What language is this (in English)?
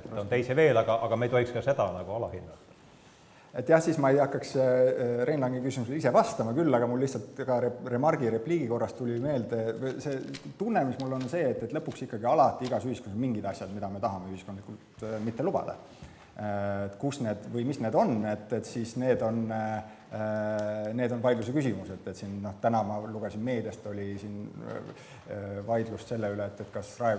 Estonian